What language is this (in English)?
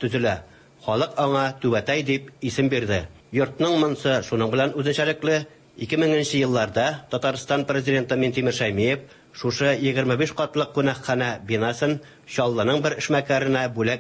Tatar